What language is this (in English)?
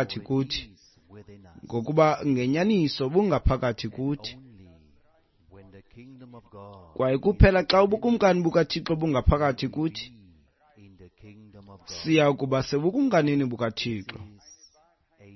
Xhosa